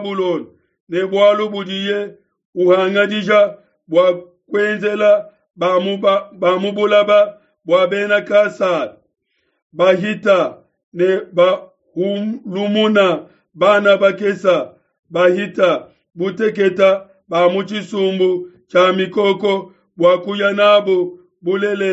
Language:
Luba-Lulua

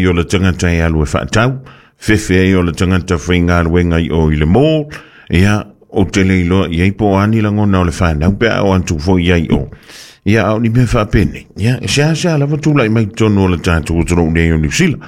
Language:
Samoan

